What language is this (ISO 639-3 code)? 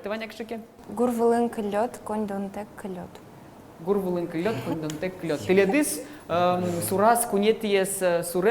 udm